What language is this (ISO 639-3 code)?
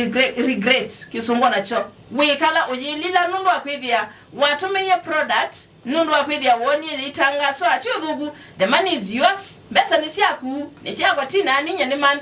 kam